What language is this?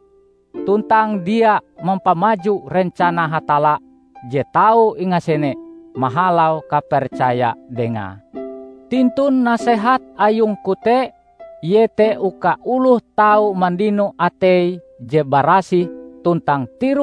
Ngaju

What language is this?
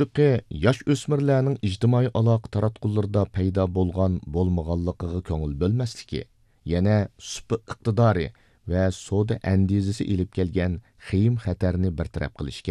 Uyghur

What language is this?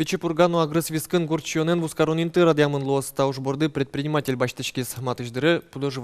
Udmurt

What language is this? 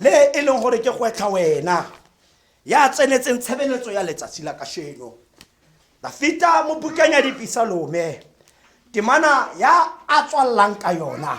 Tswana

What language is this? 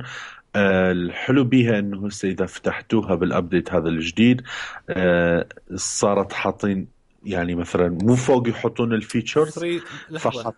Mesopotamian Arabic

